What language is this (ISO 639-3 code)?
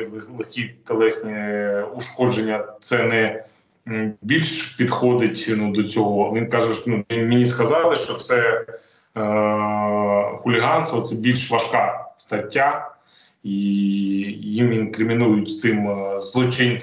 ukr